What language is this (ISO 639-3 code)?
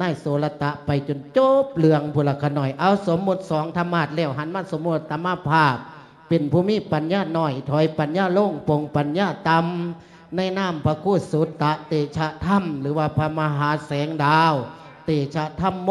lao